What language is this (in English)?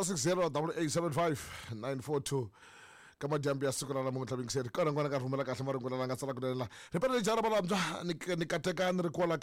Tsonga